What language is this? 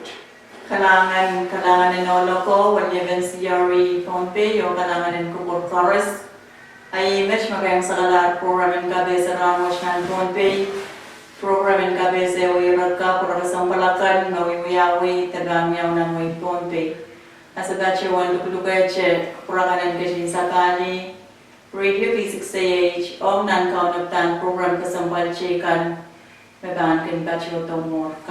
Pohnpeian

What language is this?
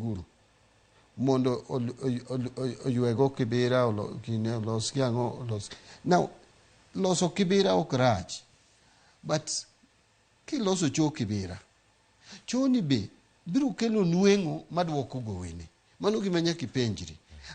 Luo (Kenya and Tanzania)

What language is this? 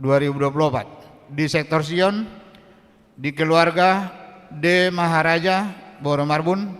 Batak Toba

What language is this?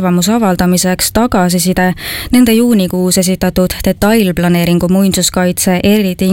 Estonian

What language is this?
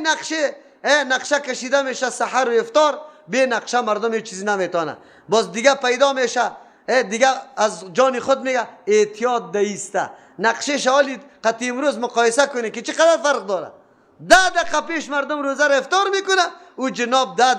Persian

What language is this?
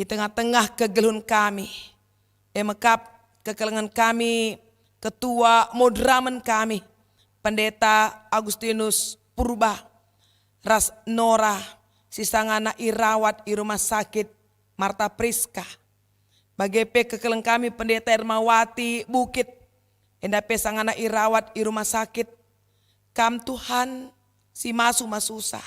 Batak Karo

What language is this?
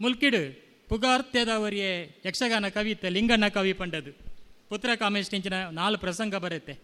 Tulu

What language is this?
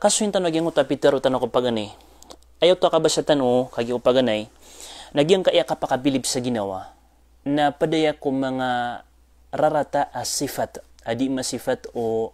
Maranao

